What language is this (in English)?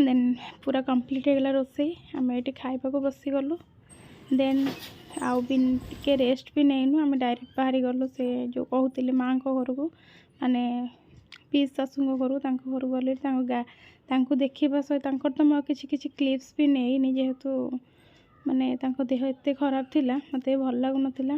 Odia